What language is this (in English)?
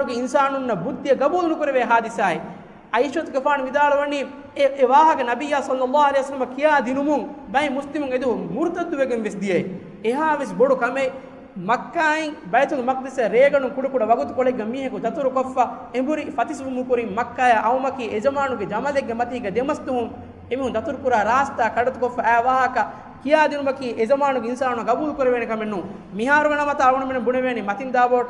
Divehi